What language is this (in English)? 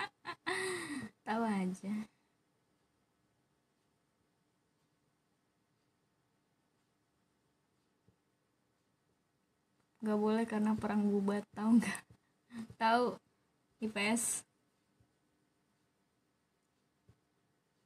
Indonesian